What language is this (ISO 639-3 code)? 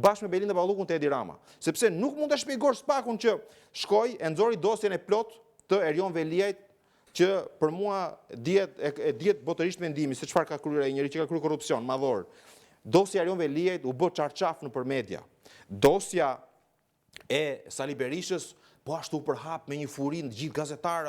sqi